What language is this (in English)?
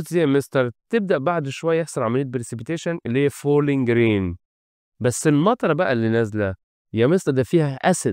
Egyptian Arabic